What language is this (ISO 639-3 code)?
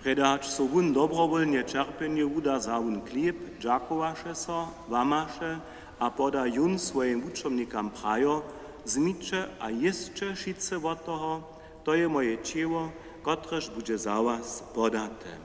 hsb